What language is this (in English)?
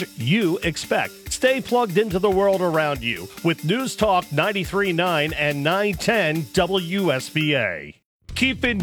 English